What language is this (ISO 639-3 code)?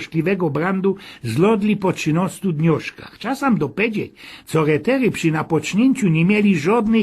szl